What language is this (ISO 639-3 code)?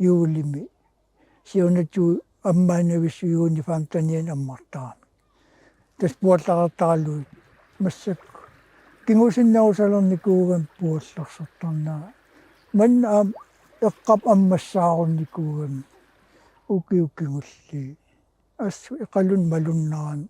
kal